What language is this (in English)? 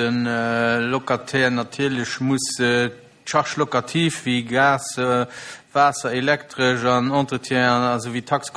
Luxembourgish